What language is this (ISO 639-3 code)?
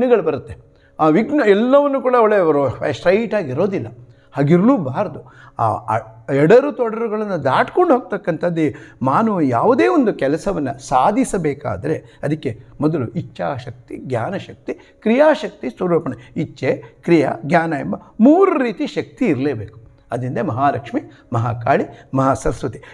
kan